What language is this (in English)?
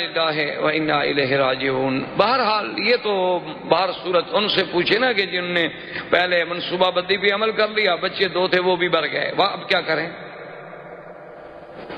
Urdu